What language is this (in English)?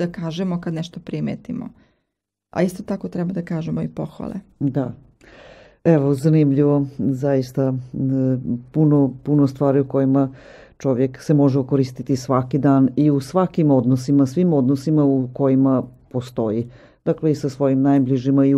Serbian